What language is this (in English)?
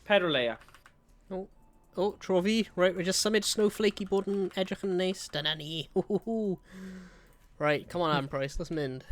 Welsh